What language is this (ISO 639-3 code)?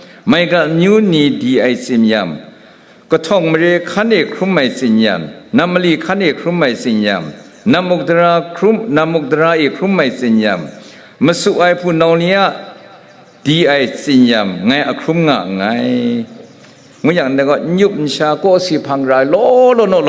kac